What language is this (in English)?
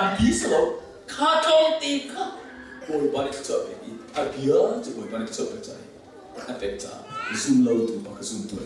Hakha Chin